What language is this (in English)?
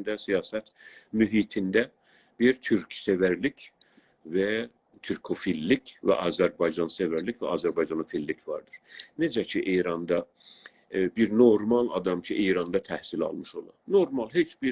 South Azerbaijani